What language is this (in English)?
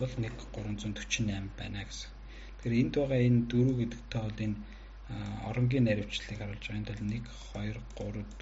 Mongolian